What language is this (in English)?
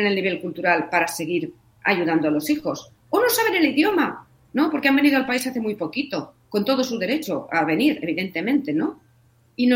Spanish